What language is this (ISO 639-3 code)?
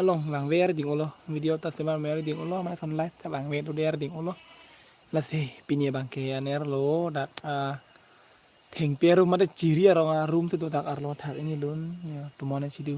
mjw